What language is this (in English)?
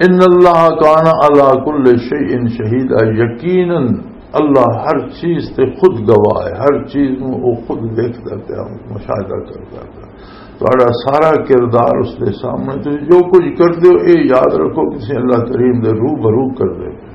Western Panjabi